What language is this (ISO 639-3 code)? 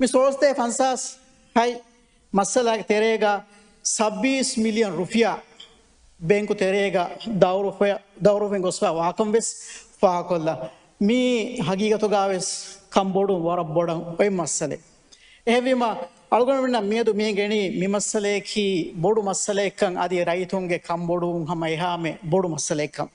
div